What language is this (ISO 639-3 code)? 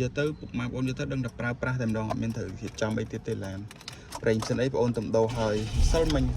khm